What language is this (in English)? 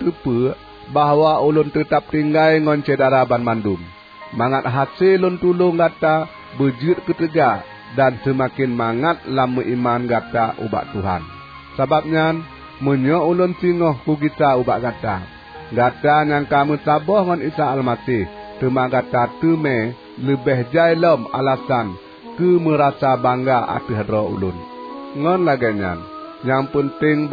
Achinese